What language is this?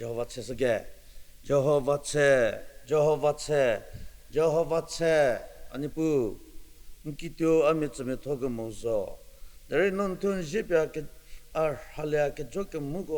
Angami Naga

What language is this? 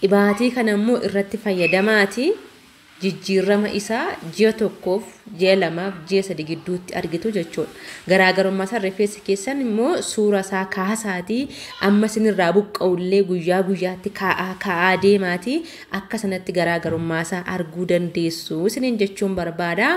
Oromo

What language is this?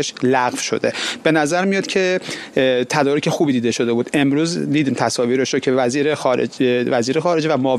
Persian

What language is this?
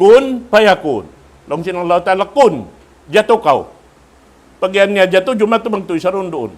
Tausug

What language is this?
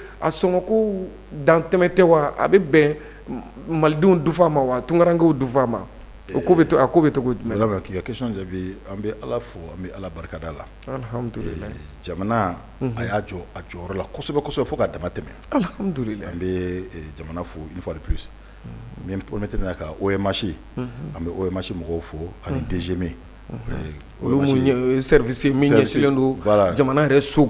Bambara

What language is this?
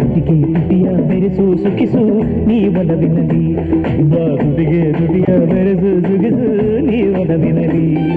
Kannada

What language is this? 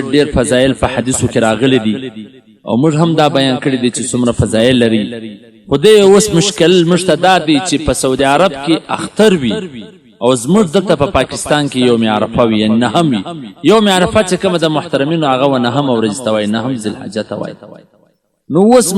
Pashto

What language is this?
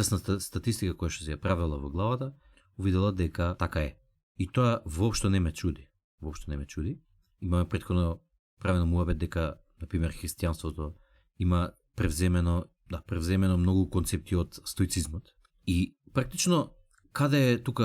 Macedonian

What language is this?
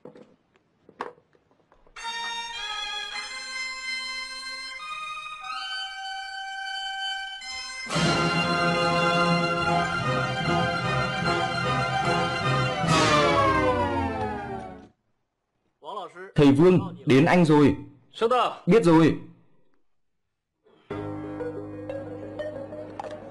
Vietnamese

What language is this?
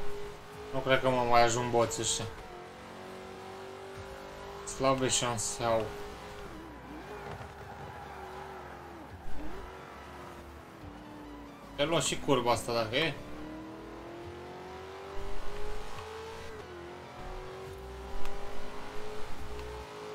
Romanian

